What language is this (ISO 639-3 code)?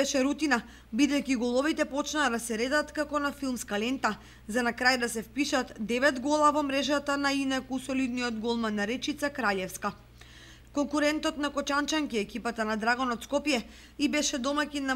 mkd